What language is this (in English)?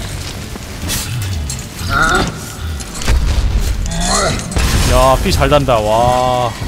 Korean